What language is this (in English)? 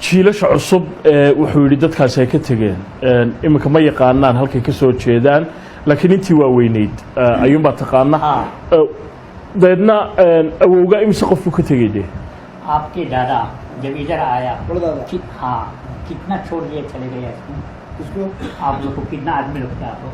Somali